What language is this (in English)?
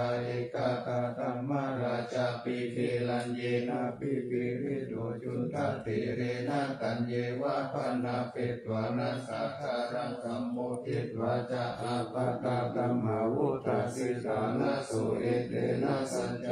Pali